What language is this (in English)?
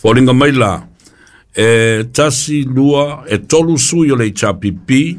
Samoan